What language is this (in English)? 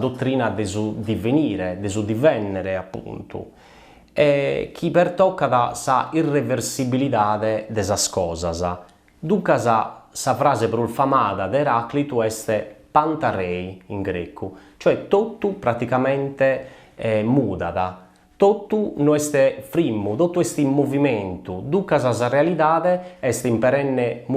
Sardinian